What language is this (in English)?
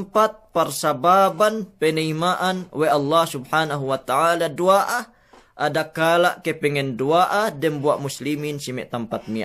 Yakan